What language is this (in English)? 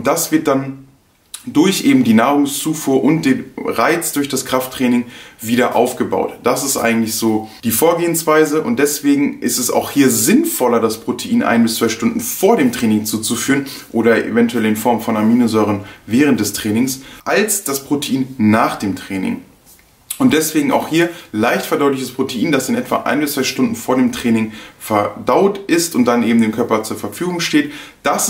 German